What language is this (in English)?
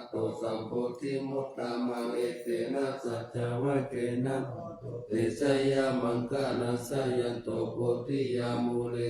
Pali